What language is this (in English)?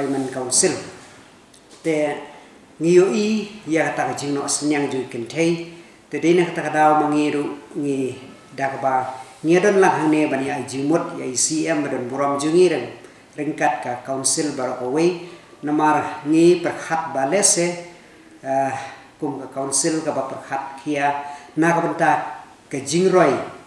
Khasi